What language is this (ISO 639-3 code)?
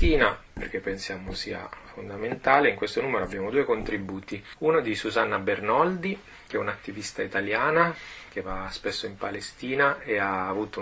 ita